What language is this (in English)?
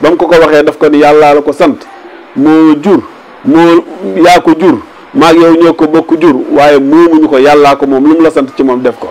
Wolof